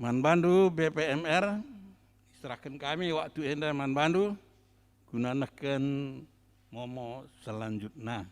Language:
Batak Karo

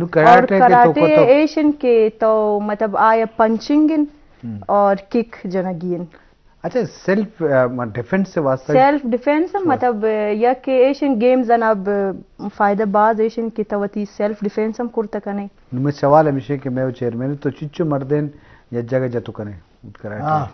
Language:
Eastern Balochi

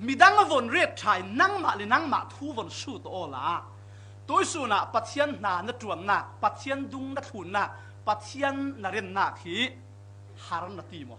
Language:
Falam Chin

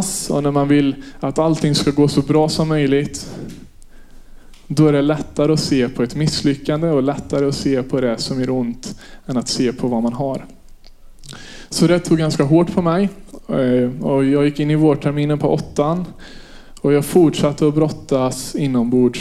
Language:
Swedish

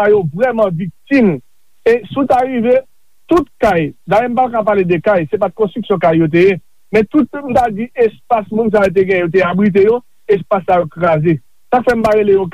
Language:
Haitian Creole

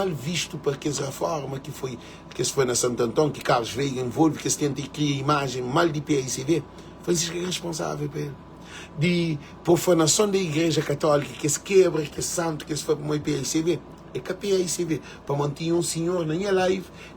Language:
Kabuverdianu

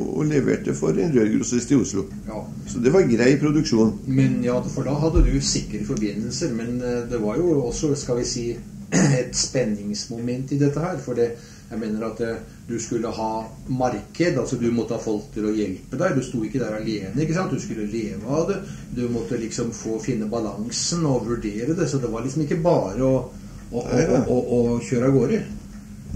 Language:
Norwegian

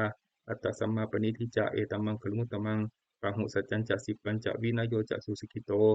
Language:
Pali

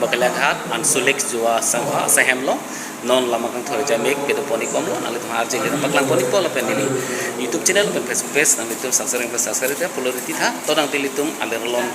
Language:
Karbi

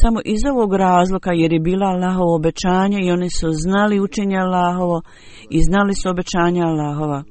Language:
Bosnian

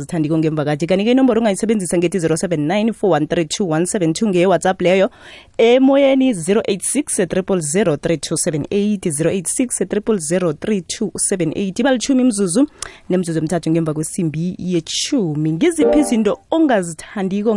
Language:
South Ndebele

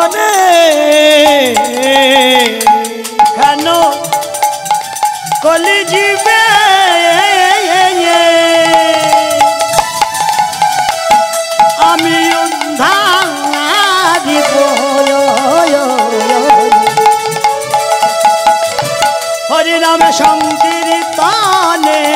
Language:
Bangla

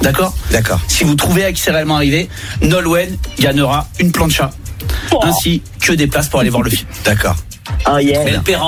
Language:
French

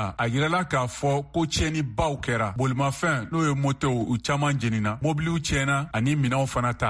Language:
Bambara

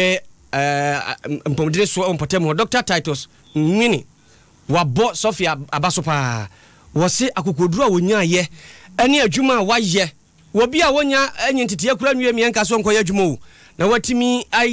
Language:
Akan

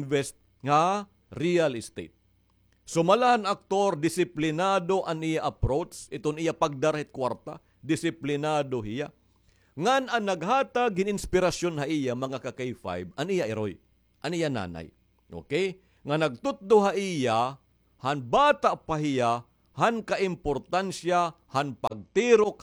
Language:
Waray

